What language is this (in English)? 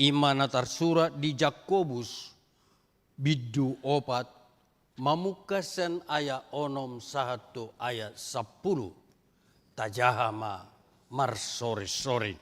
Batak Toba